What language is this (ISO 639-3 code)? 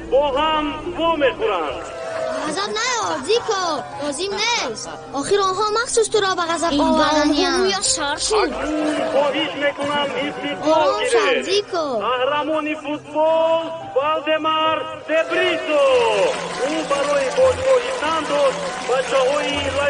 tgk